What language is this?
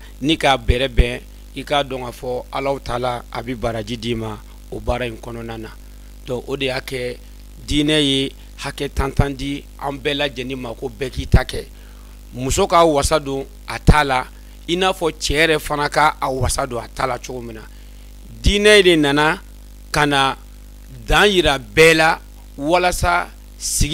Bambara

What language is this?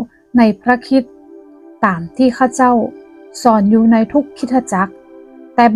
Northern Thai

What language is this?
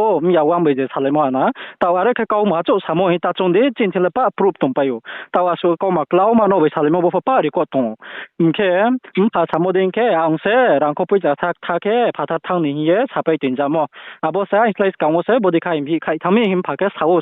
Riang (India)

